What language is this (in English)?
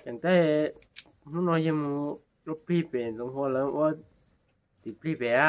Hmong